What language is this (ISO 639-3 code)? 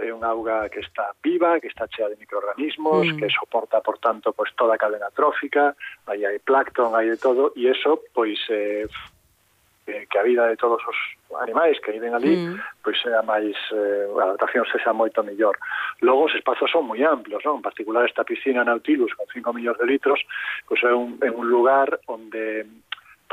glg